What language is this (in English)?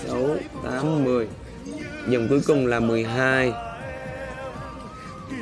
Vietnamese